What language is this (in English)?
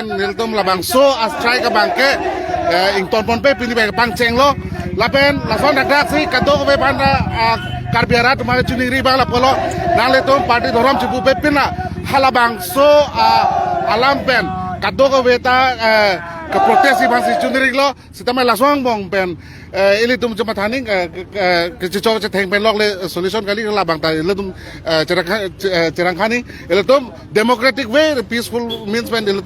Karbi